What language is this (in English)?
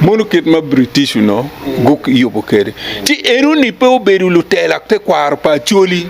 Acoli